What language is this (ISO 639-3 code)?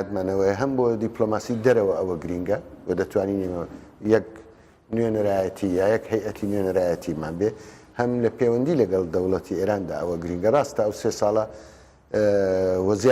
ckb